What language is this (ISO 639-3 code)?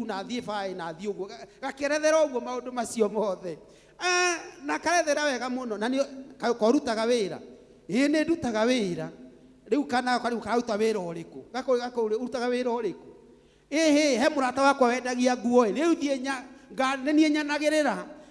kik